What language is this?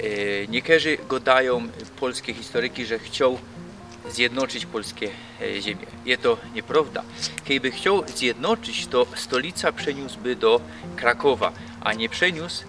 Silesian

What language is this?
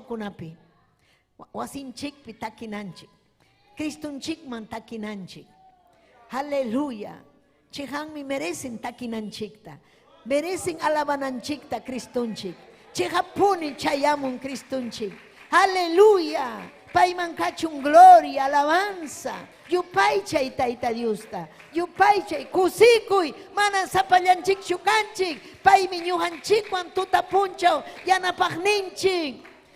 Ayacucho Quechua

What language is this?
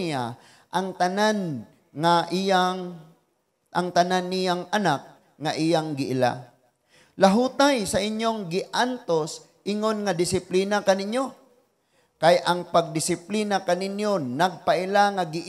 Cebuano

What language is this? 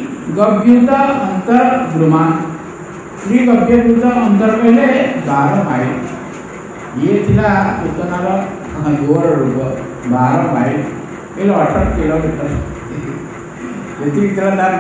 Odia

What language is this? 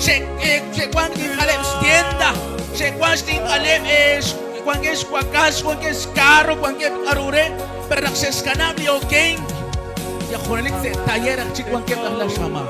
Kekchí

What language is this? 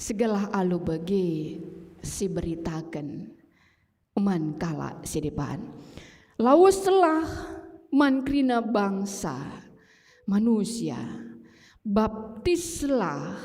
Batak Karo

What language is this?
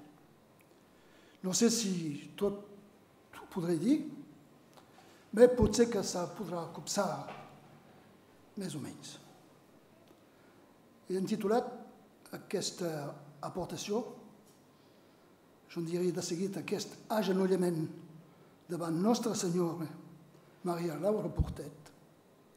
Catalan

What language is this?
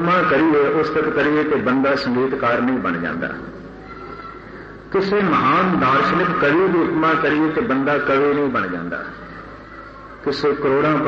Punjabi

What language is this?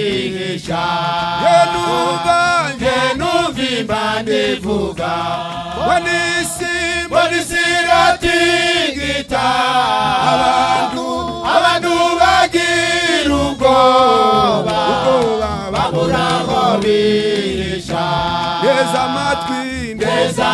Kinyarwanda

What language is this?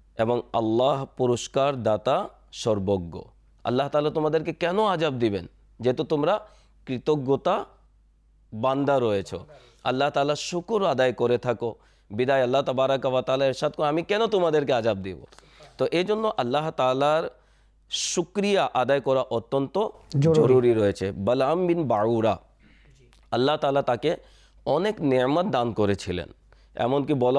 Bangla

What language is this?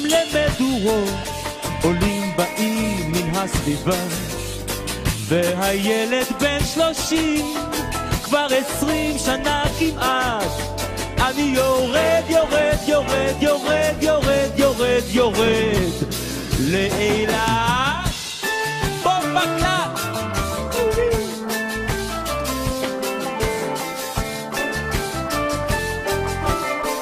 Hebrew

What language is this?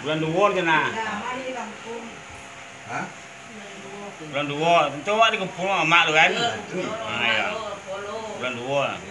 Minangkabau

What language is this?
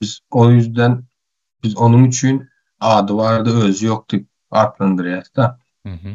Turkmen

